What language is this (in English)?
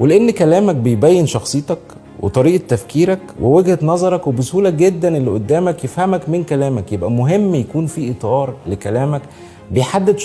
Egyptian Arabic